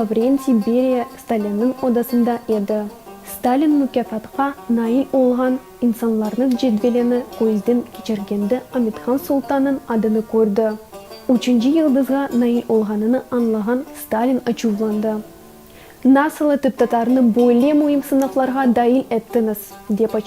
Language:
Crimean Tatar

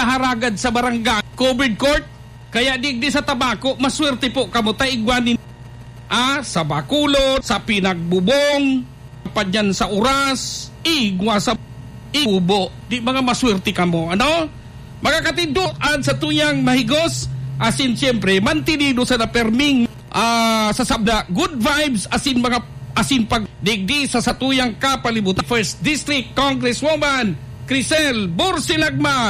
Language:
Bikol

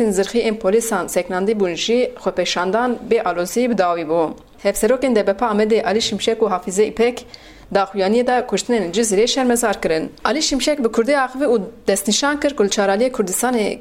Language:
Kurdish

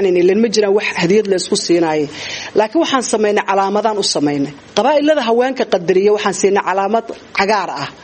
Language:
Somali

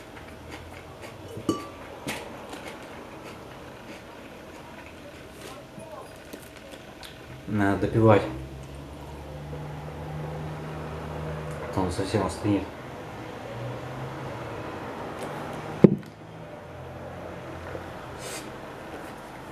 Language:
Russian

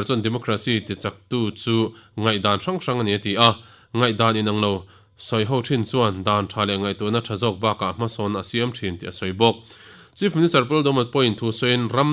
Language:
Mizo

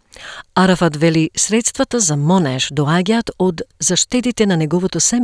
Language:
Macedonian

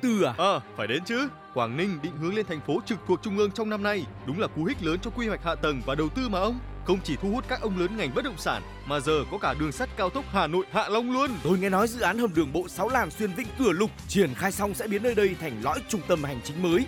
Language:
Vietnamese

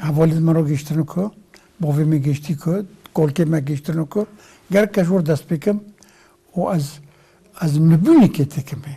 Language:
Kurdish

